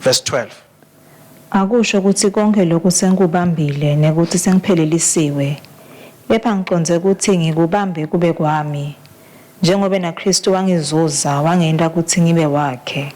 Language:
Swati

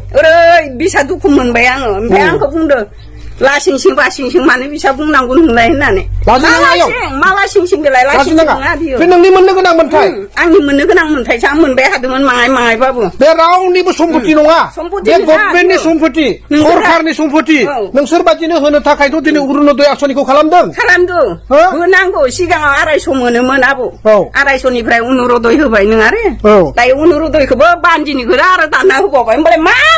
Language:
Bodo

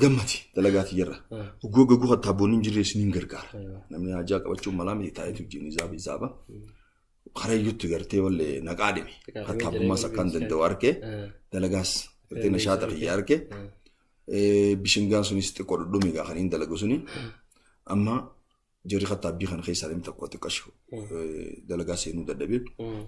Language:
Oromo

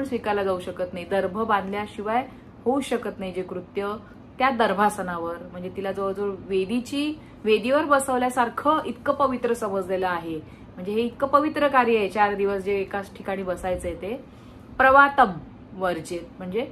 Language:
Marathi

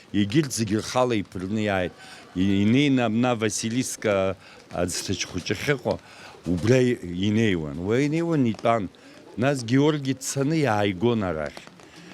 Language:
Abkhazian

